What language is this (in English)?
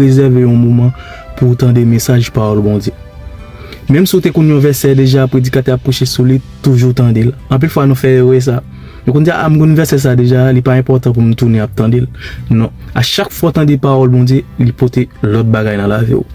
Haitian Creole